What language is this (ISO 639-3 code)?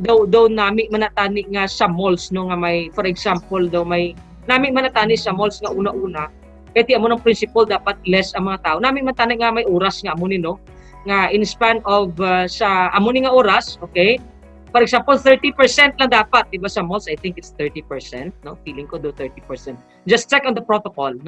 hil